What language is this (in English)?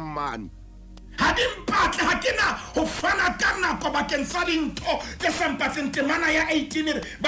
Southern Sotho